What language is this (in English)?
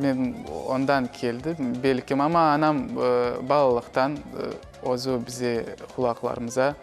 Crimean Tatar